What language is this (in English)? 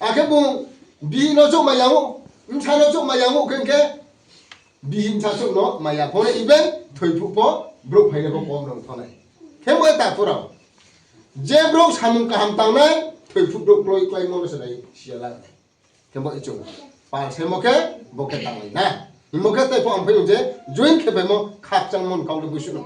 Riang (India)